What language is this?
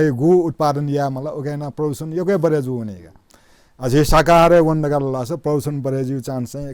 Newari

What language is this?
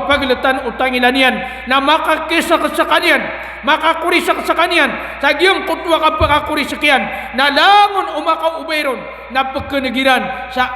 Maranao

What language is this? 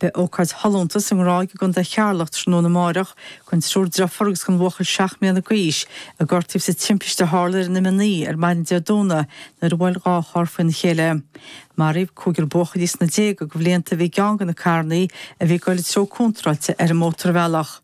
Irish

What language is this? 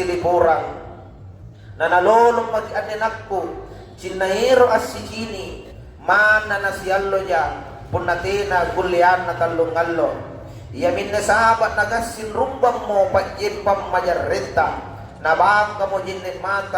Makasar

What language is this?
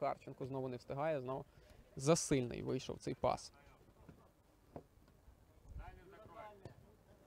Ukrainian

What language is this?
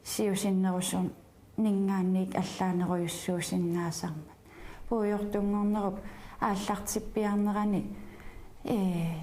Kalaallisut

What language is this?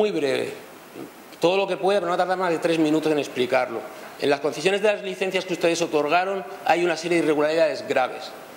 Spanish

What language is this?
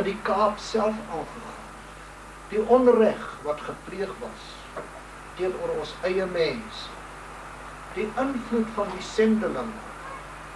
Afrikaans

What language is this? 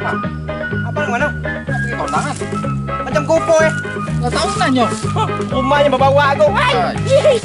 Minangkabau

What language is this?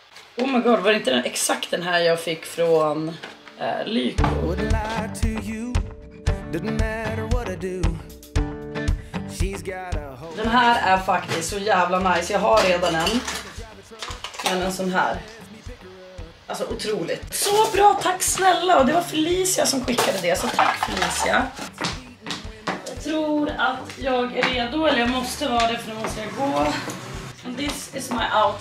Swedish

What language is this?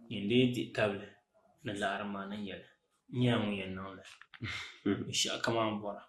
Dagbani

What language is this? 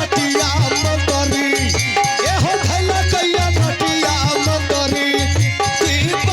Maithili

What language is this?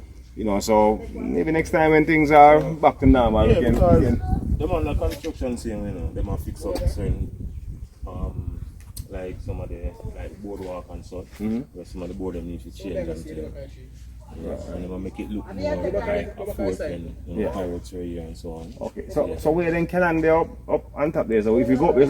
Jamaican Creole English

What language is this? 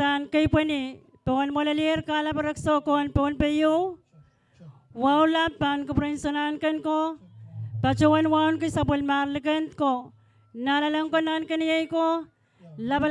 Pohnpeian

